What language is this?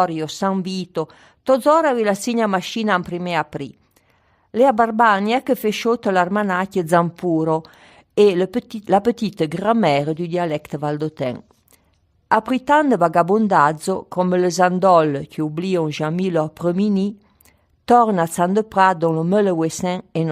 Arpitan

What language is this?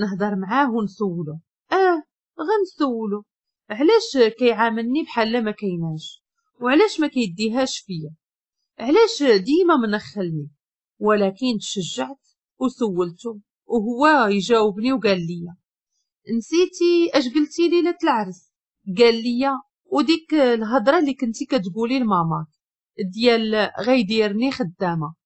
Moroccan Arabic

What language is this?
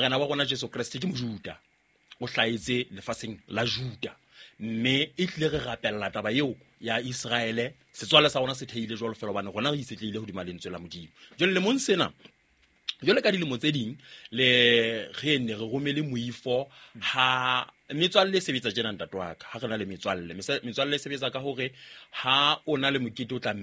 Southern Sotho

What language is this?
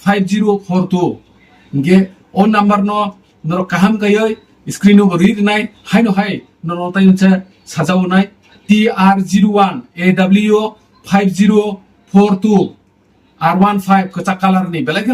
Kok Borok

